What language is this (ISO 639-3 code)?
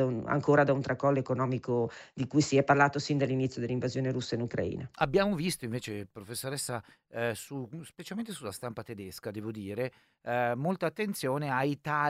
ita